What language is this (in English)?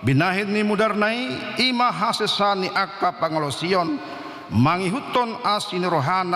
Batak Toba